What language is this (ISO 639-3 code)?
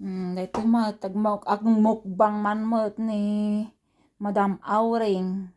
ilo